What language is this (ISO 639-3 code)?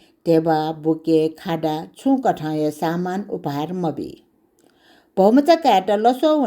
new